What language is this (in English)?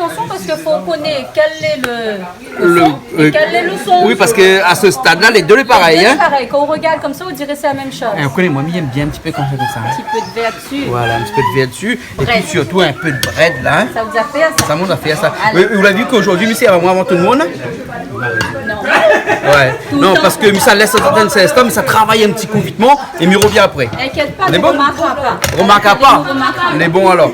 Réunion Creole French